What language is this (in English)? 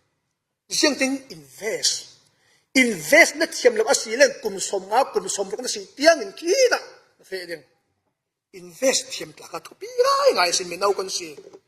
Falam Chin